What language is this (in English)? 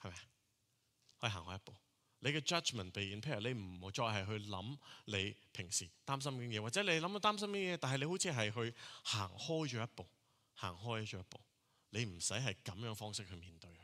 Cantonese